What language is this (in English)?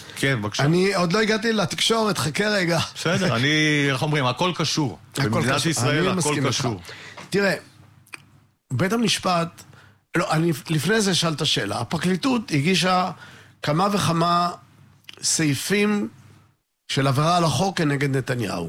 Hebrew